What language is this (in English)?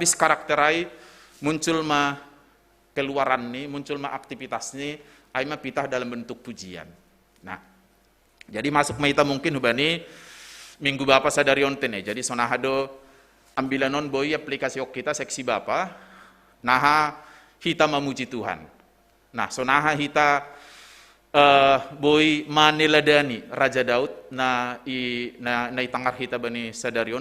Batak Simalungun